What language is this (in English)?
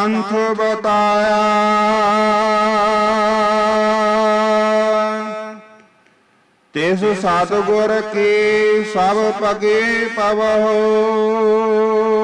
Punjabi